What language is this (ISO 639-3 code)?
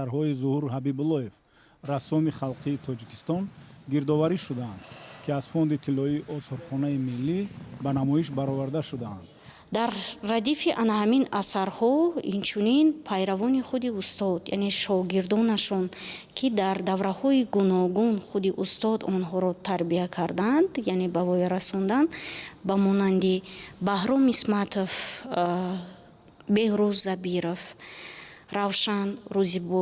tgk